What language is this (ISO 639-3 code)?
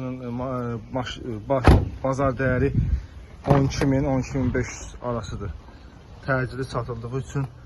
aze